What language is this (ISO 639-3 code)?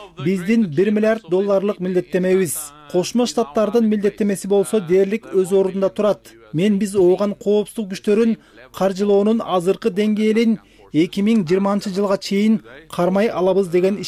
kir